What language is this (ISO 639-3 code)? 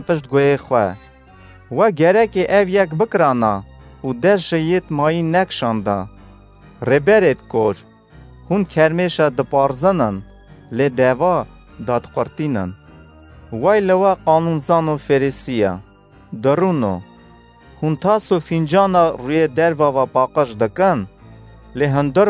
kur